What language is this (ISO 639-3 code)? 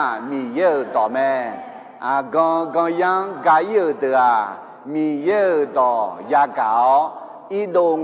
ahk